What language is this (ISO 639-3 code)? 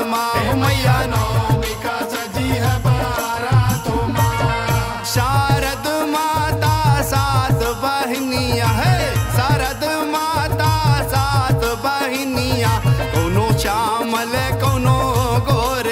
bho